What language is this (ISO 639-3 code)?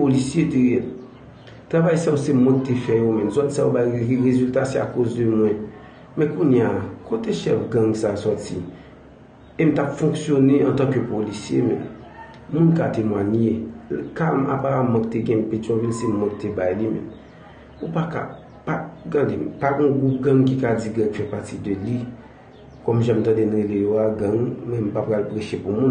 hat